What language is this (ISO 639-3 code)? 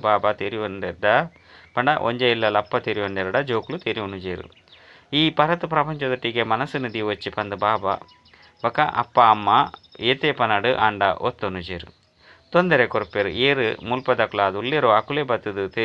tcy